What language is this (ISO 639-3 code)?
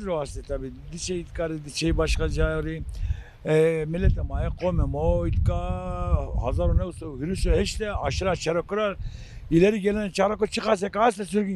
zza